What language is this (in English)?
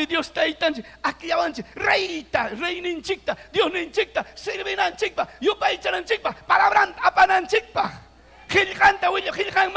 Ayacucho Quechua